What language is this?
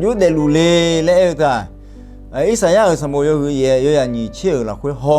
Akha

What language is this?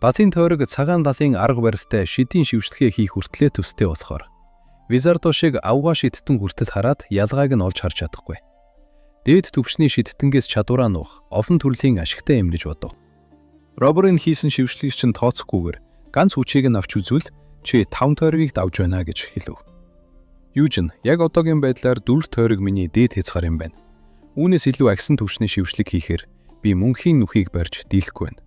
Mongolian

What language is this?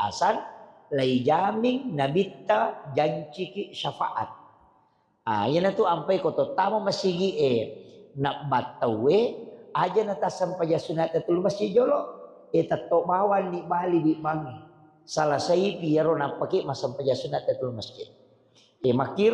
Buginese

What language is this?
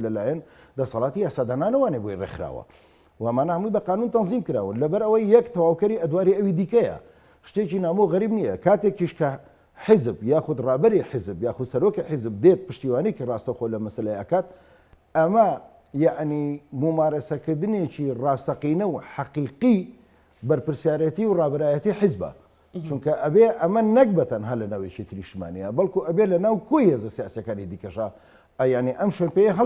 Central Kurdish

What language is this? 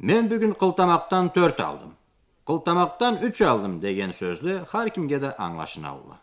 Karachay-Balkar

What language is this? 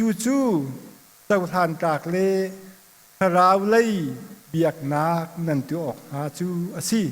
Hakha Chin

